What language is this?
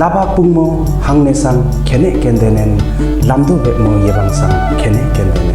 Limbu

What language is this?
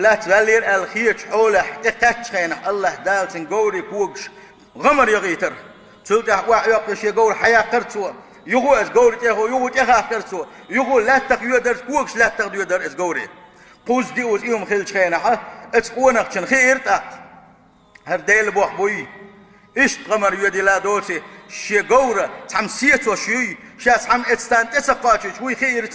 Chechen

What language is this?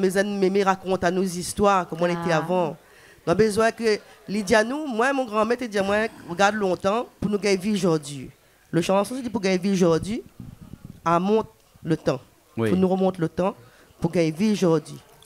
Réunion Creole French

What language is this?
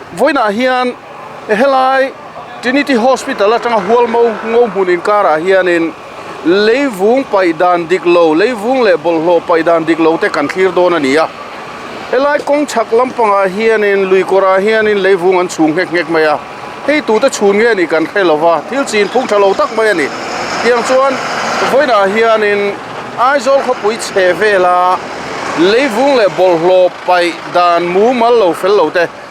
Mizo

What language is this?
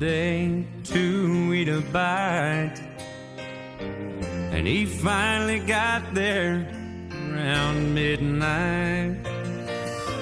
English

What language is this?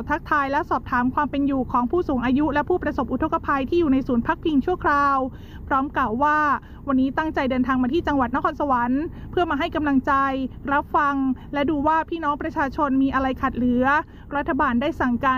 Thai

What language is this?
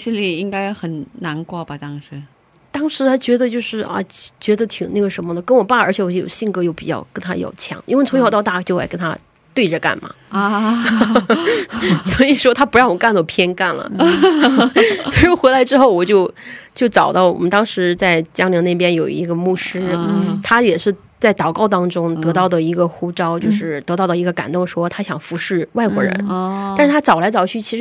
Chinese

